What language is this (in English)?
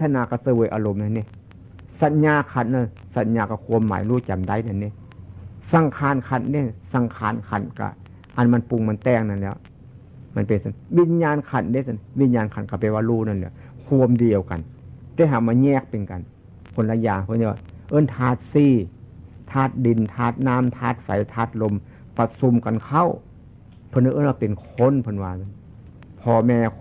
Northeastern Thai